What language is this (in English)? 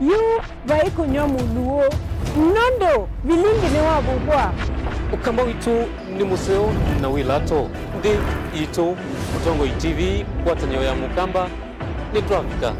Kamba